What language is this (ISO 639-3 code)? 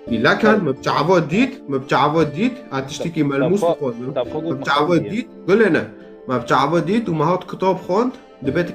kur